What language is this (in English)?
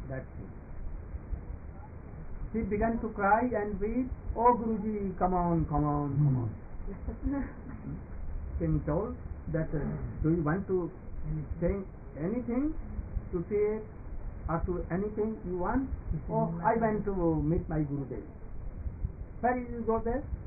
English